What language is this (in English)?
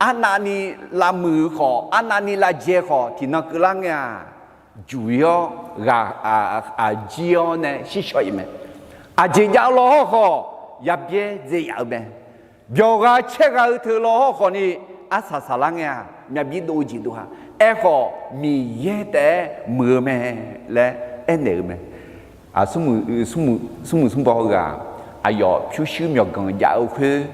Akha